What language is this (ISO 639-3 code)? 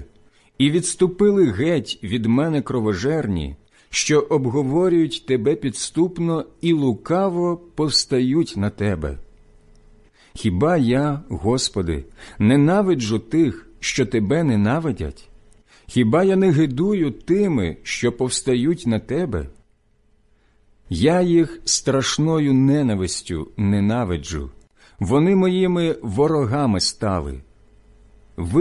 ukr